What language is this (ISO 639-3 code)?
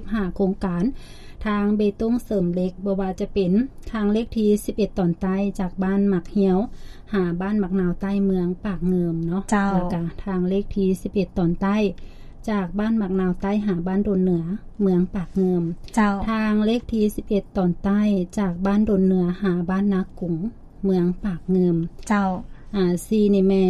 lao